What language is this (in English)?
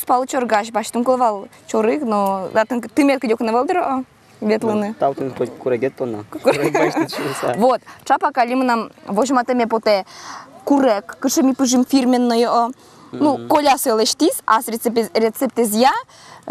Udmurt